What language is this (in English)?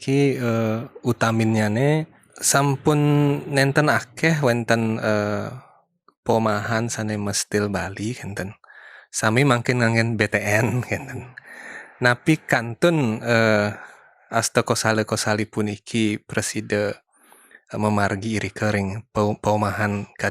Balinese